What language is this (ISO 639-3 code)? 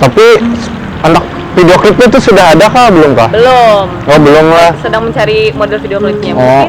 bjn